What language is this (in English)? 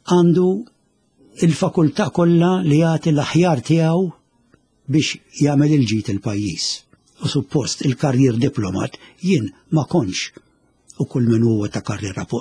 Maltese